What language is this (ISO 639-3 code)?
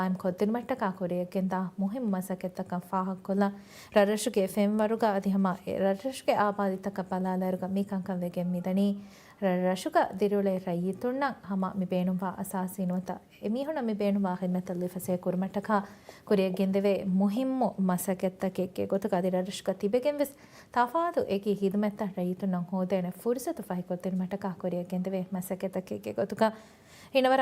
div